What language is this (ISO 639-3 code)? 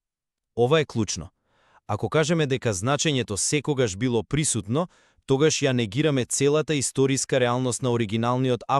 mkd